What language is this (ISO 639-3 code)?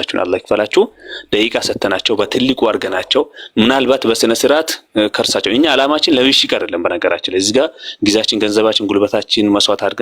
amh